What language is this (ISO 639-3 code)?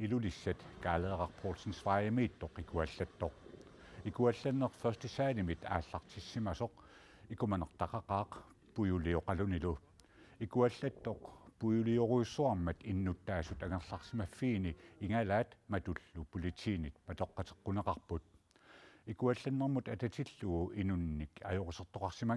kal